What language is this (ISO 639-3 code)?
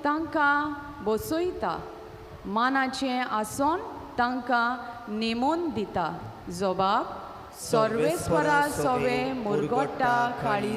kok